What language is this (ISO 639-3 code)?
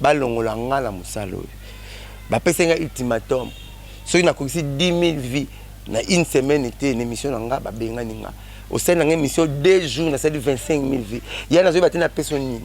lin